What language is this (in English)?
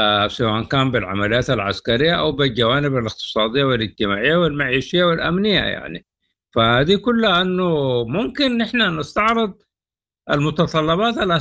Sudanese Arabic